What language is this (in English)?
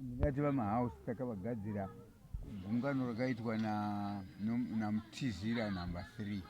Shona